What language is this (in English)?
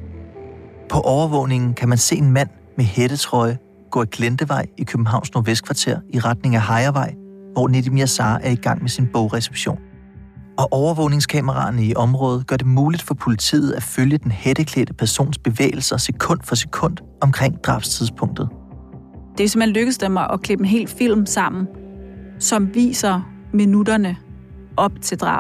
Danish